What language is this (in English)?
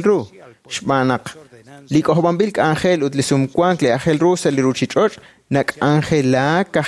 Kekchí